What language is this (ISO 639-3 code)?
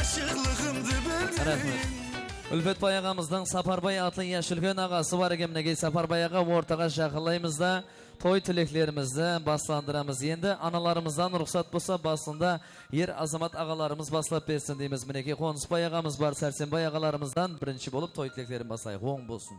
kaa